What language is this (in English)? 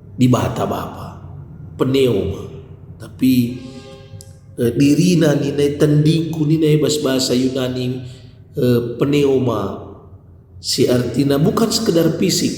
Batak Karo